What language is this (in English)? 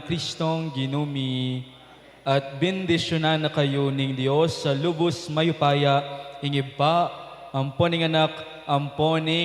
Pampanga